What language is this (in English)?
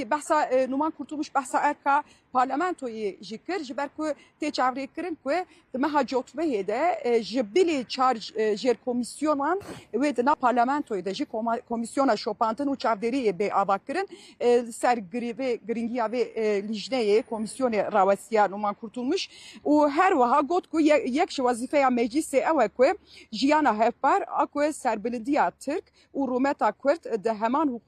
Kurdish